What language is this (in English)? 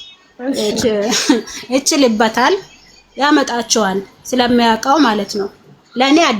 Amharic